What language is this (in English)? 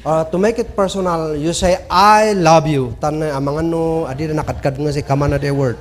Kankanaey